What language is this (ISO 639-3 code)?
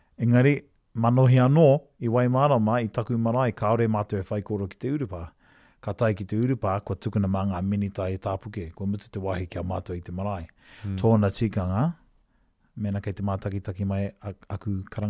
mri